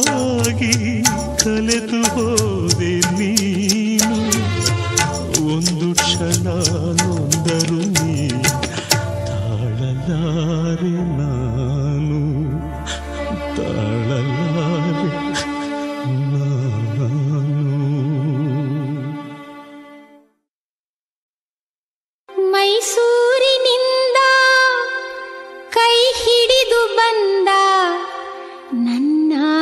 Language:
Kannada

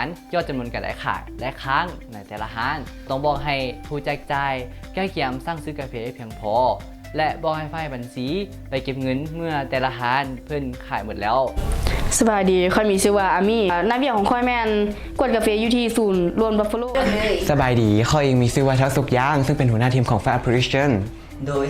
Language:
Lao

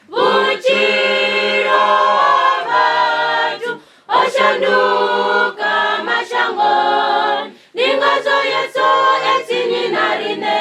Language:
Venda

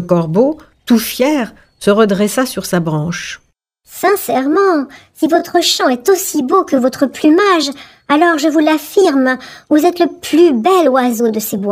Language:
French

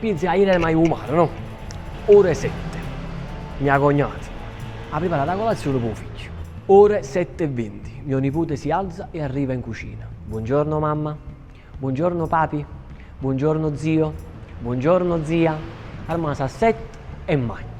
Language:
Neapolitan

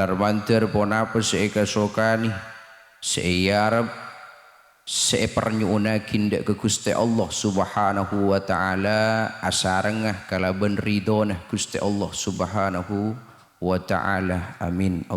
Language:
Madurese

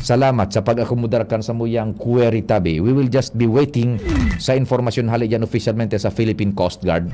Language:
Bikol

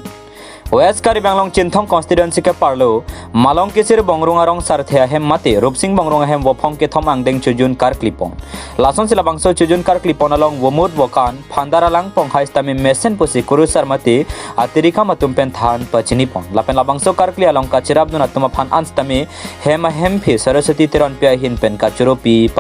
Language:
Karbi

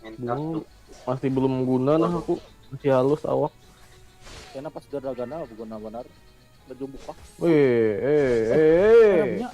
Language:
Banjar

